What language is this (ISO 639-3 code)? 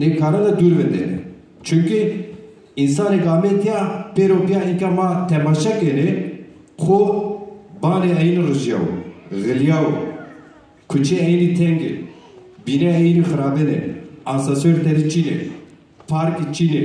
zza